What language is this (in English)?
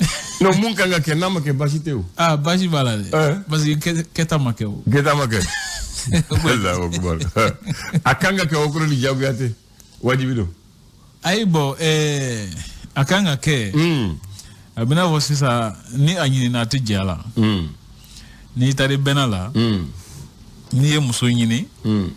Bambara